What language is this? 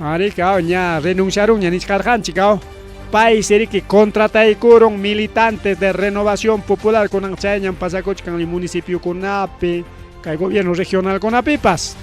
Ayacucho Quechua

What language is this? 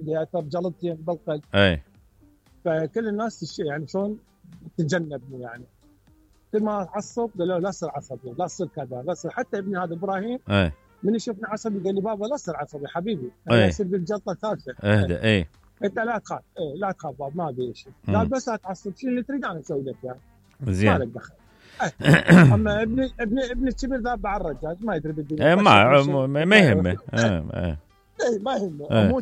Mesopotamian Arabic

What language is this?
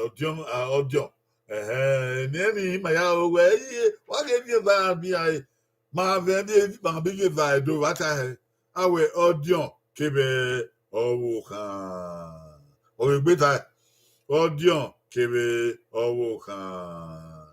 Bini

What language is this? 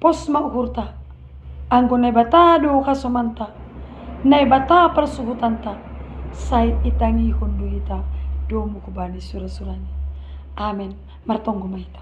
Batak Simalungun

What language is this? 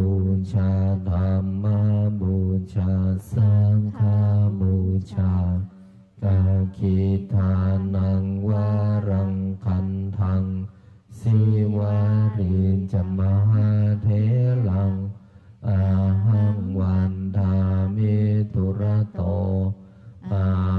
Pali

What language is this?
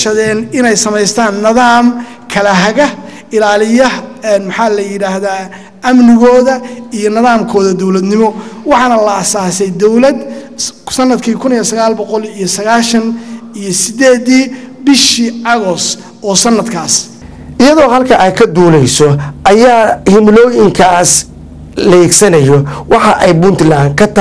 Somali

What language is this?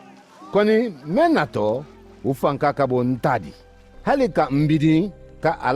Mandingo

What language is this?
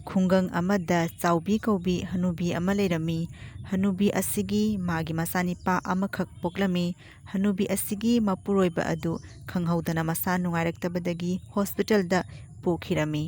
Manipuri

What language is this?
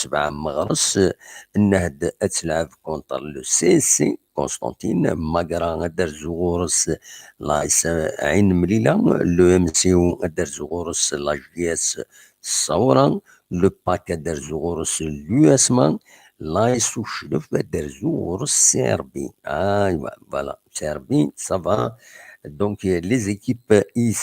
Kabyle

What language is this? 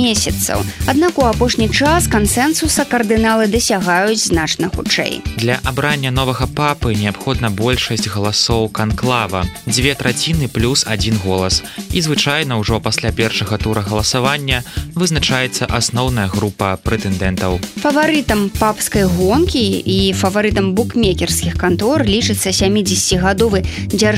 Belarusian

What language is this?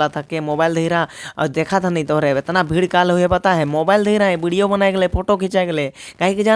Sadri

